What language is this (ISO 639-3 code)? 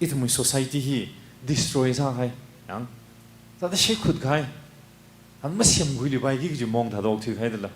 nmf